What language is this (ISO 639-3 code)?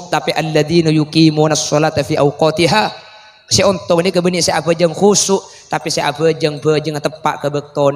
mad